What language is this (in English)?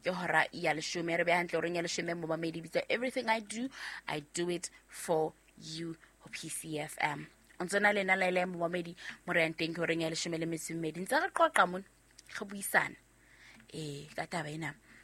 Southern Sotho